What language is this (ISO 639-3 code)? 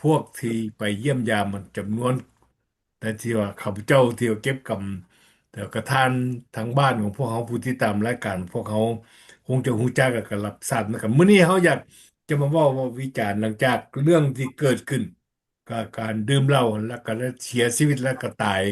lao